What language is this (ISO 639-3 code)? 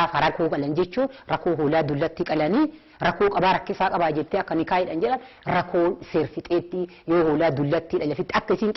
orm